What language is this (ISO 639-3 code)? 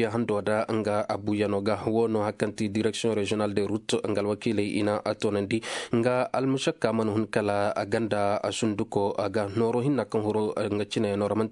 ses